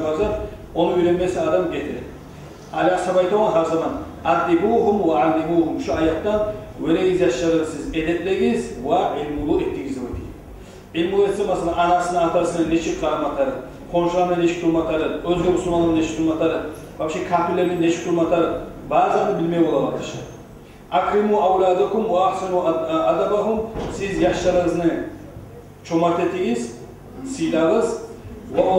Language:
Kumyk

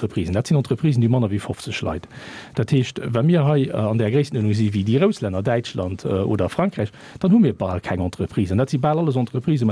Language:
Luxembourgish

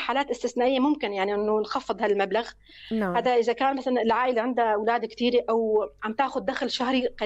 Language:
North Levantine Arabic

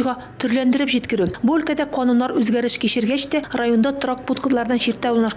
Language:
Tatar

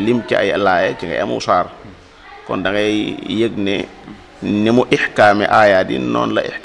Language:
Wolof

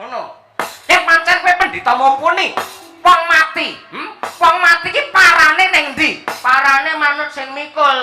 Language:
Javanese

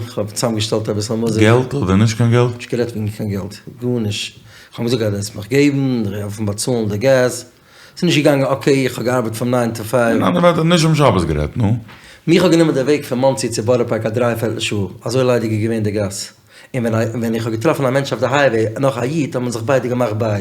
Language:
Yiddish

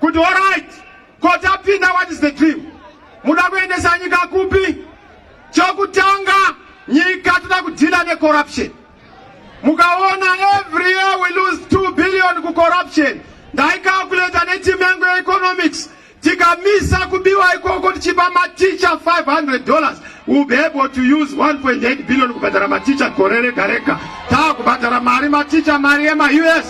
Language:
Shona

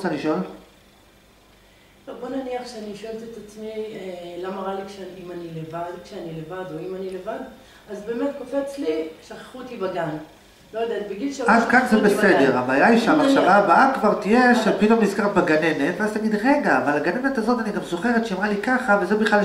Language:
Hebrew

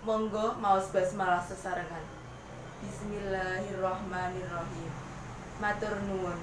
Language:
Javanese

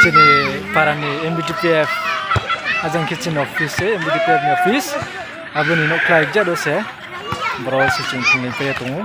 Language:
Riang (India)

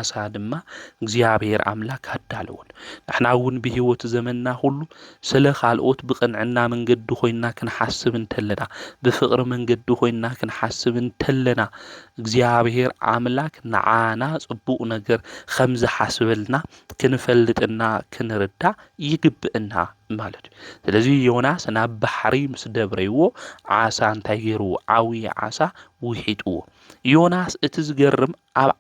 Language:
Tigrinya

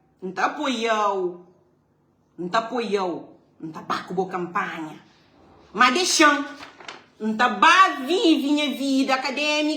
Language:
Kabuverdianu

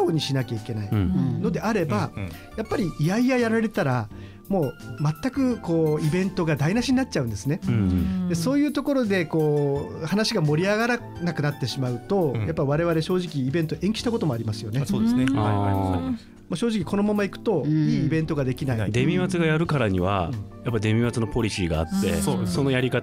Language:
Japanese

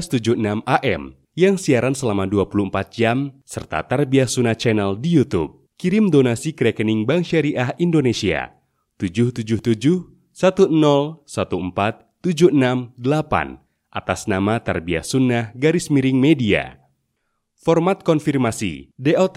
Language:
Indonesian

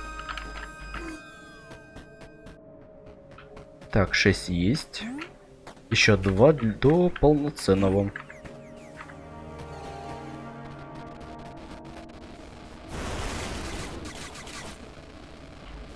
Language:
Russian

